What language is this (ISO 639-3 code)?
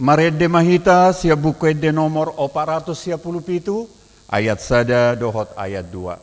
bbc